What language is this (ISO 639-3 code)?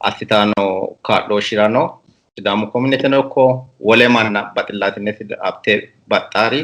sid